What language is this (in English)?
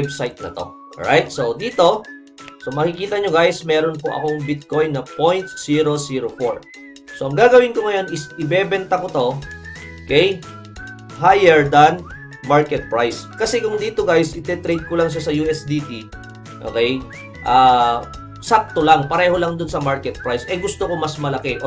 Filipino